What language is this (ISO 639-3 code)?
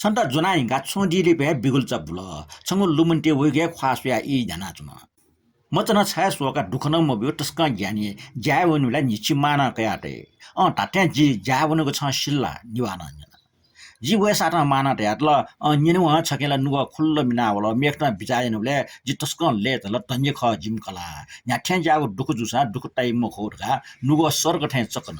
new